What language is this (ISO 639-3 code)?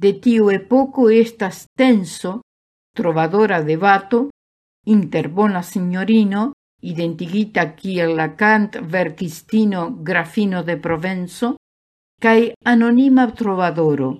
epo